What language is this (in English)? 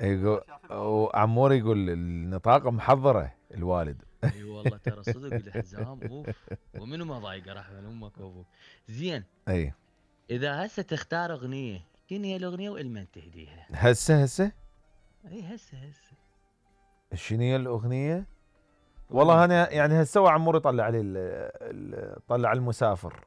Mesopotamian Arabic